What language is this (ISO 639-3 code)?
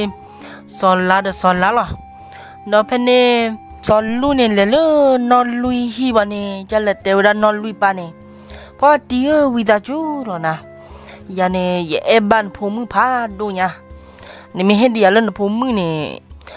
ksw